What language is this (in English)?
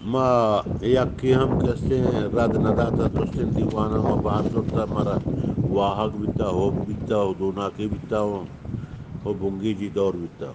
Eastern Balochi